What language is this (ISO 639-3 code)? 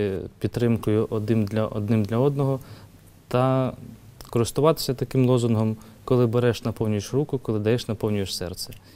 ukr